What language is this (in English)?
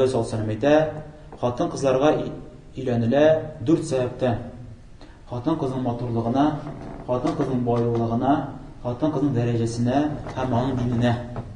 Tatar